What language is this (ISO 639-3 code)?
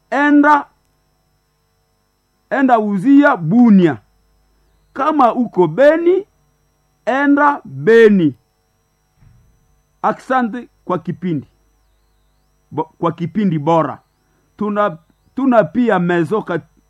swa